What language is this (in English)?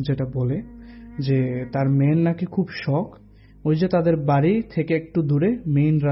Bangla